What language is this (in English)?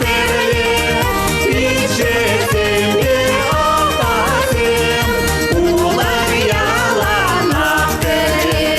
Chuvash